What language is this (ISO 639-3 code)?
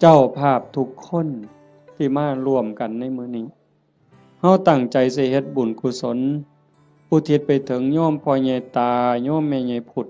tts